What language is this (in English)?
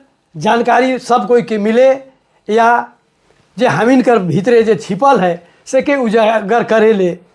Sadri